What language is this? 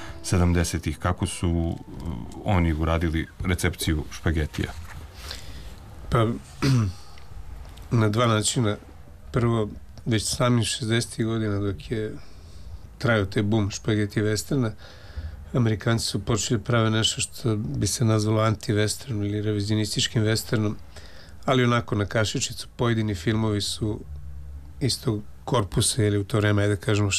Serbian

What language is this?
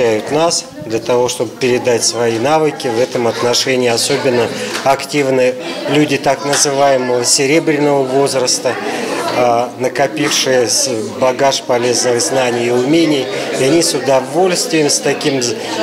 Russian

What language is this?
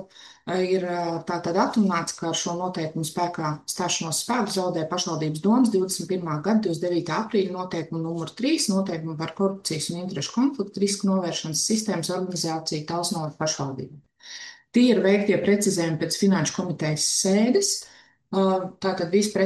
Latvian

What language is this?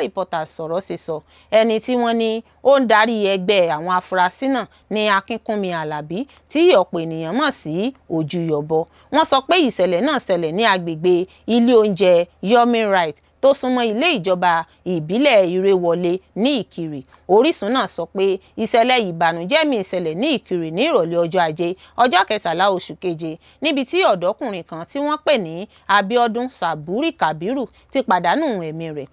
Yoruba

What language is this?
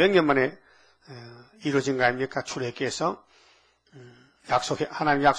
Korean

